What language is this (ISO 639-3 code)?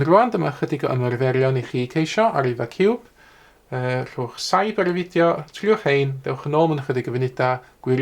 cym